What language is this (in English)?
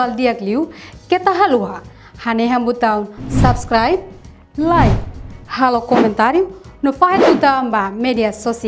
Tetum